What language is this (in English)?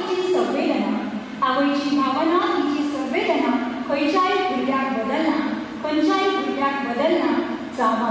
Konkani